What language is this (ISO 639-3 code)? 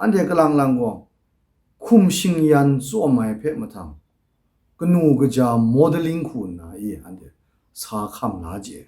kac